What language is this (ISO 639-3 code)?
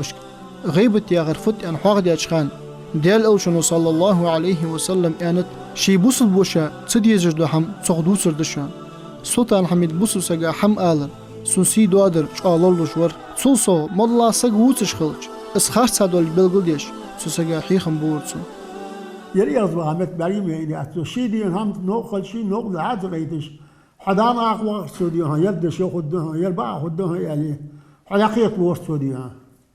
inh